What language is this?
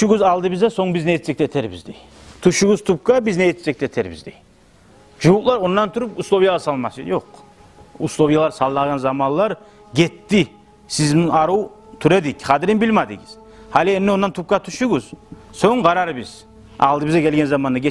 Kumyk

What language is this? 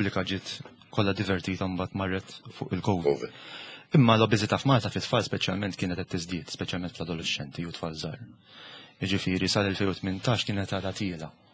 Maltese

